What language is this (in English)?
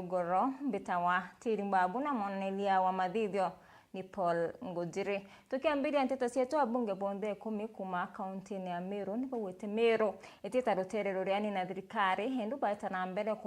Meru